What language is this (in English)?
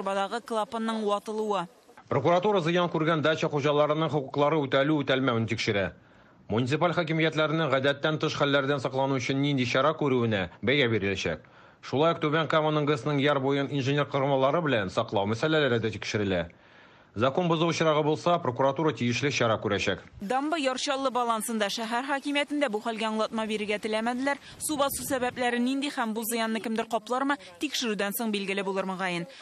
Tatar